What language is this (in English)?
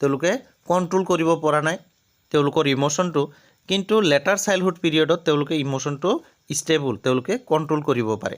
Assamese